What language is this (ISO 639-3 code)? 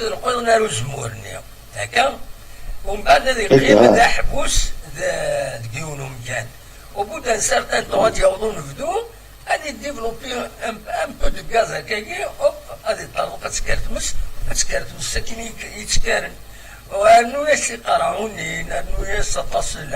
kab